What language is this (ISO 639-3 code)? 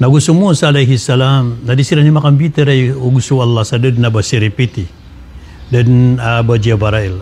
mrw